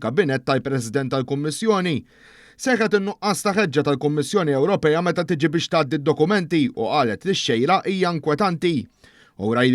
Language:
Maltese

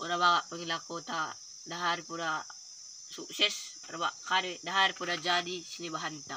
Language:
Batak Dairi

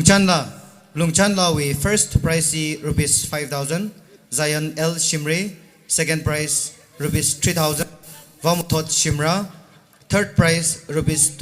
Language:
Tangkhul Naga (India)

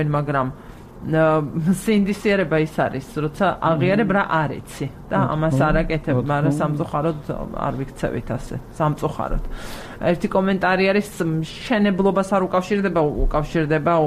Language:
Georgian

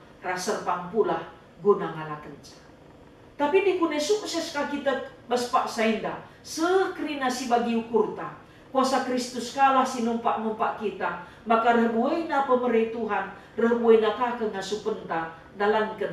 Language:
Batak Karo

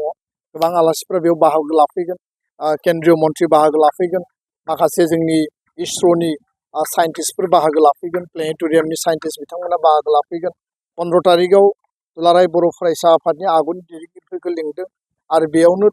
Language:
Bodo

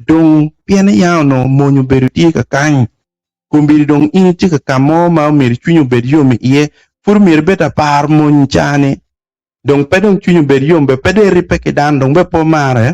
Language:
Acoli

